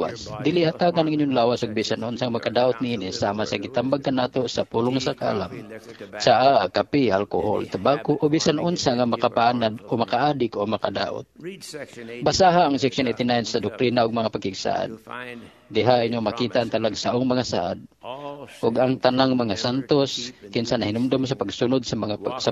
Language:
Cebuano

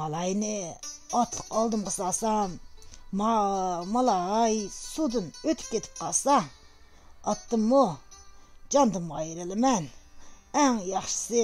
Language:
Uyghur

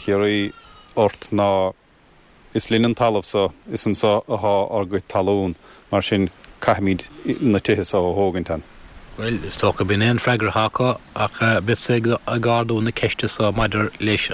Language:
Irish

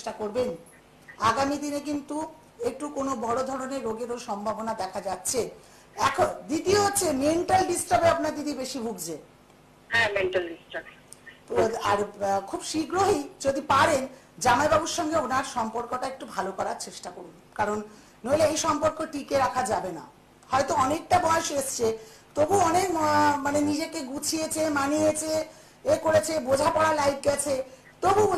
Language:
Bangla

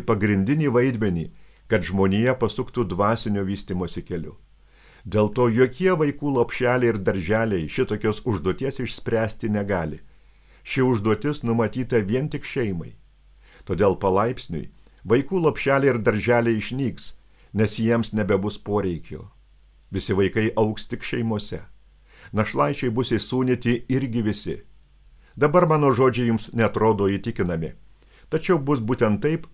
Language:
Lithuanian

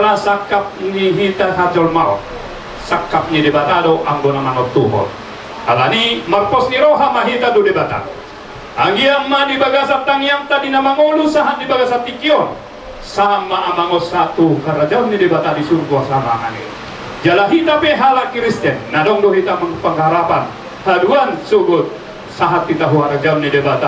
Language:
Batak Toba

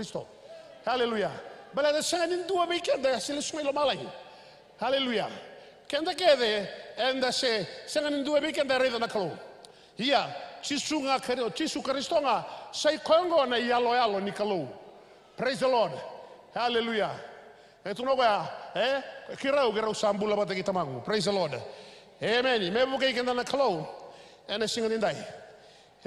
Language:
Fijian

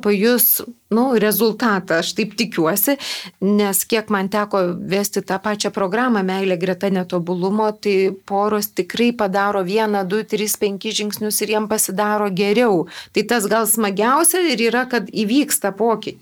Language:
Lithuanian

